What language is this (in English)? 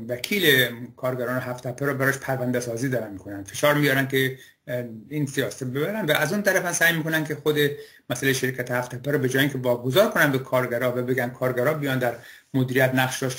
Persian